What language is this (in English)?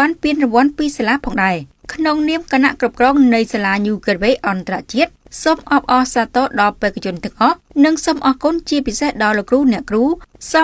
Khmer